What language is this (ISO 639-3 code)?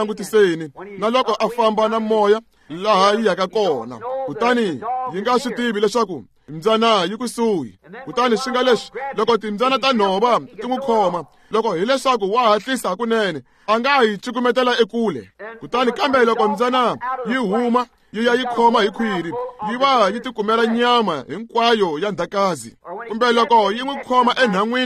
tso